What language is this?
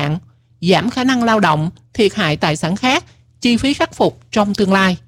Vietnamese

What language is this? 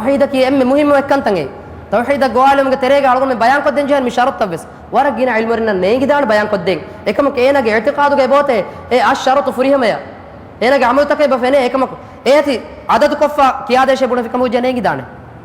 Divehi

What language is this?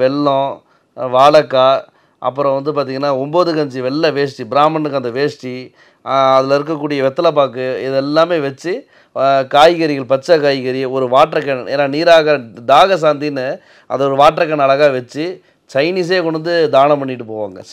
Tamil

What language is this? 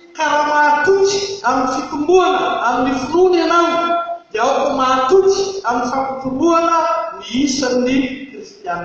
Malagasy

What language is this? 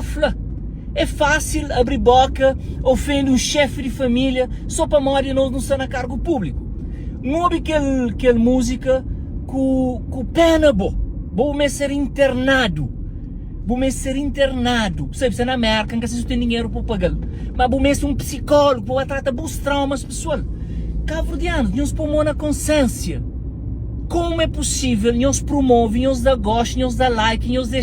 Kabuverdianu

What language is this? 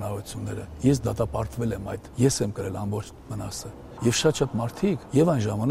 Armenian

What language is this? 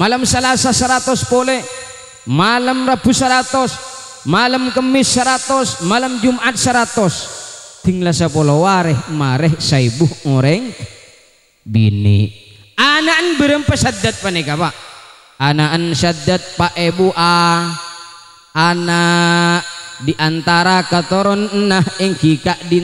Madurese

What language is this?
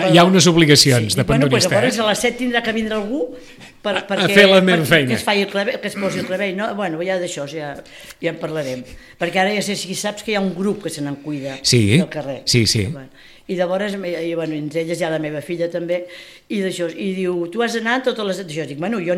Catalan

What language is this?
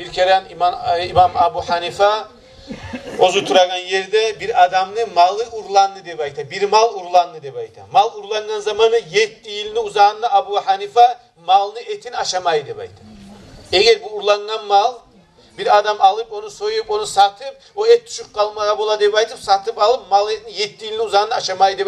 Kumyk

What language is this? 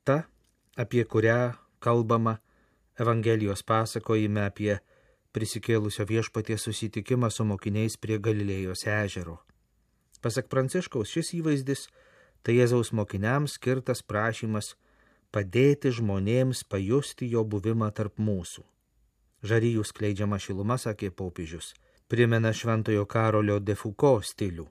Lithuanian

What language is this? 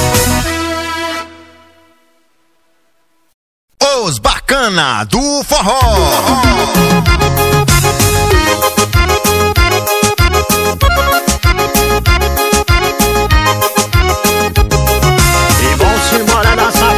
Portuguese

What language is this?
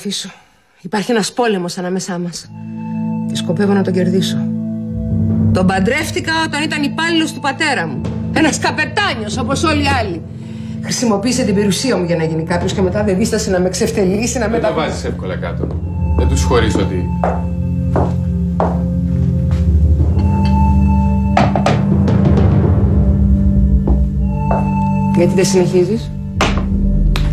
Greek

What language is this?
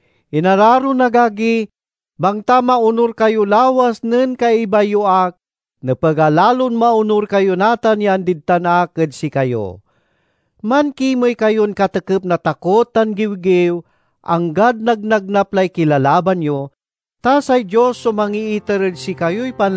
Pangasinan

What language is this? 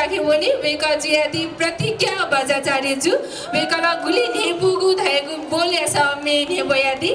Newari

